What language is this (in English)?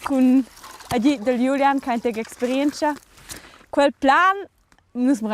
Romansh